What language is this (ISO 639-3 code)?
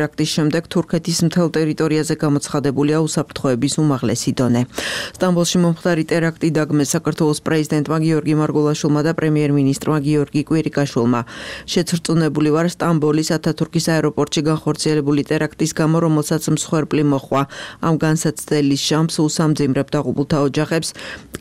kat